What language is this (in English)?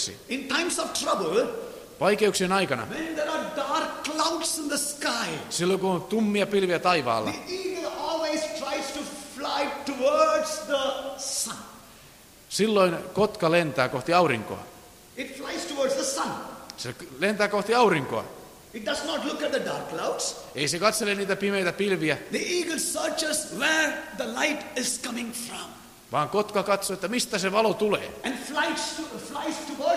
Finnish